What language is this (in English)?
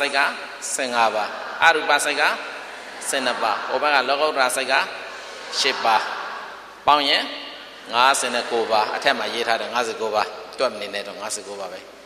Burmese